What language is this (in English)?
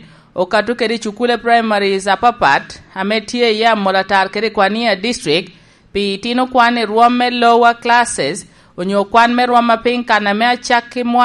Lango (Uganda)